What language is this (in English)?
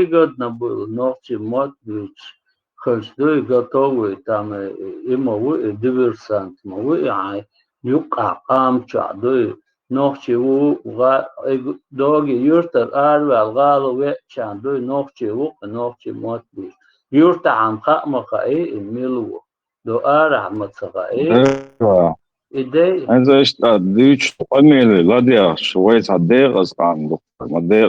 Chechen